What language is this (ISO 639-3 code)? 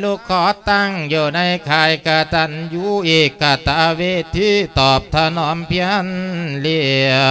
lao